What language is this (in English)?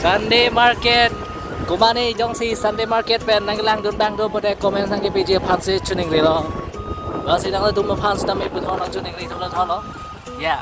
Karbi